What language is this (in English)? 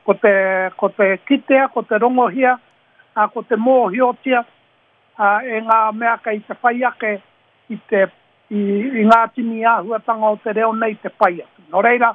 Māori